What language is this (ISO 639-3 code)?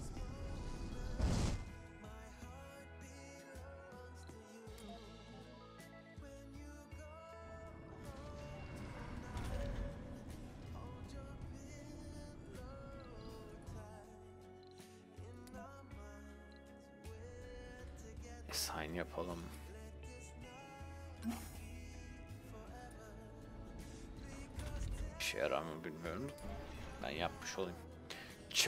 tur